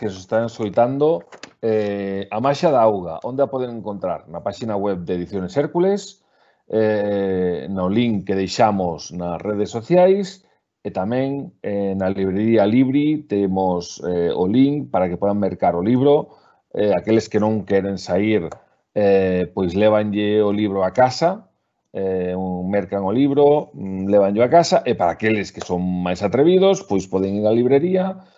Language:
Galician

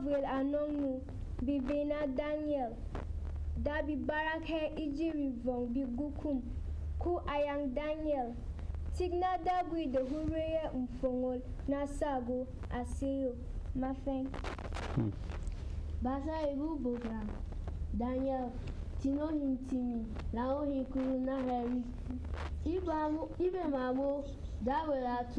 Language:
Berom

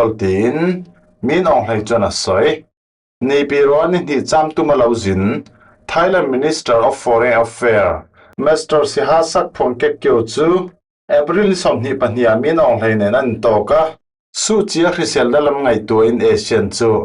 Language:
Falam Chin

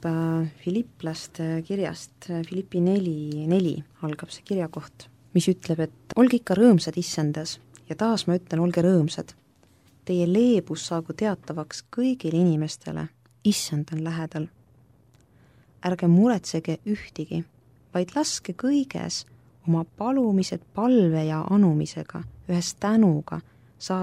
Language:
Estonian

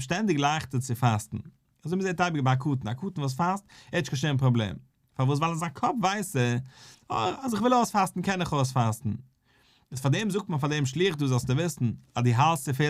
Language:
Yiddish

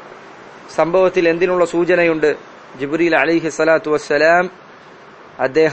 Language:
Malayalam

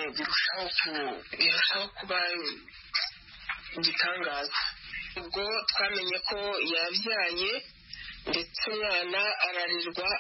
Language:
Kinyarwanda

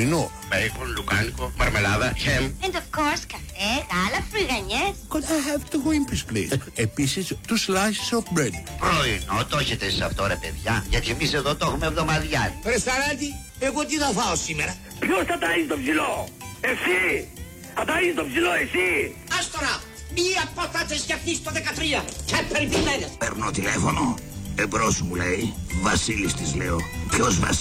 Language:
Greek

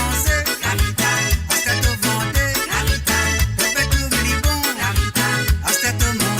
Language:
Morisyen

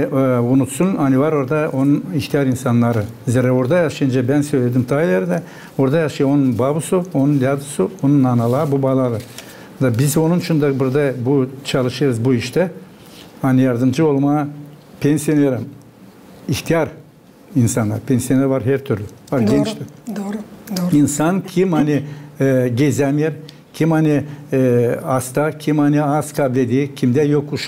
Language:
Gagauz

